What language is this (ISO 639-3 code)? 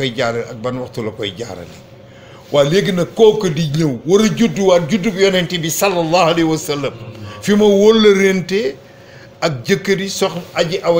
wol